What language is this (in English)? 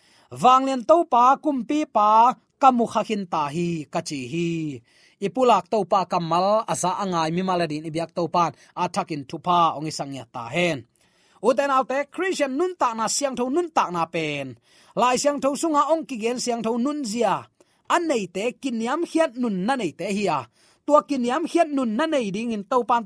Tedim Chin